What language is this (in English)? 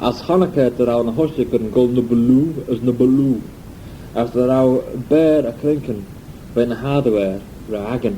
Manx